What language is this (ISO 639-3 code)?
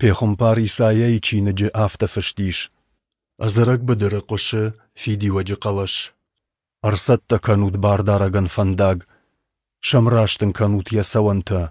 oss